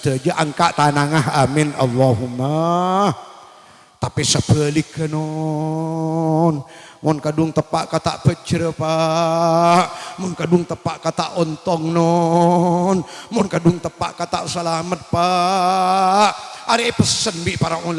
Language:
Madurese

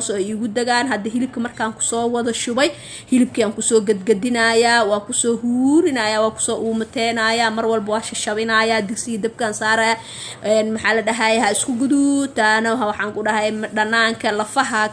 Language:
Somali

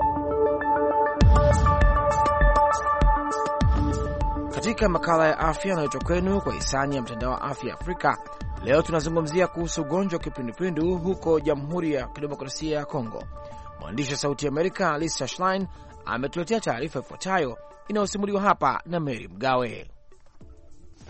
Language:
Swahili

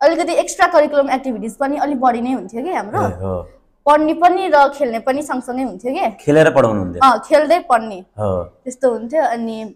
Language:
Nepali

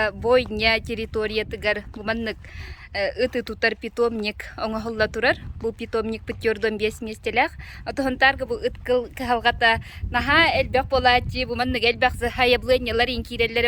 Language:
Yakut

